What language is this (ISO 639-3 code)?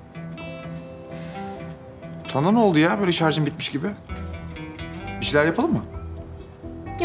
tur